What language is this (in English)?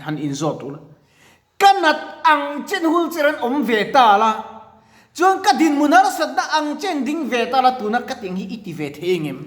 Mizo